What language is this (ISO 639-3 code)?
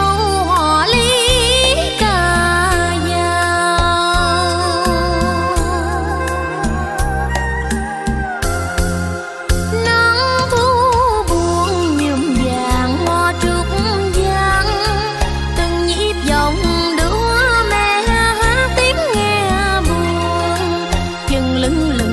vie